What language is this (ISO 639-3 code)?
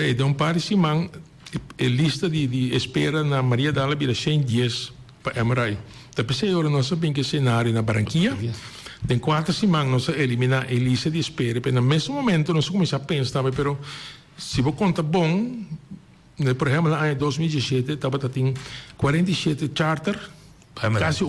pap